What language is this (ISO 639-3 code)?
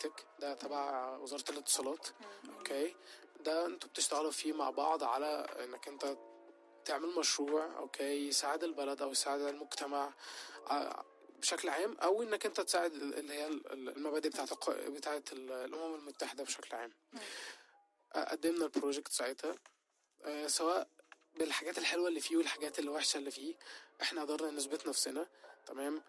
arz